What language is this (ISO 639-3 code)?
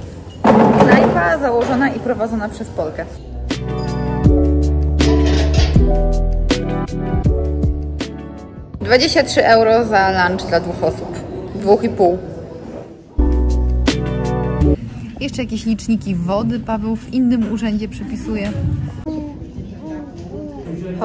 pol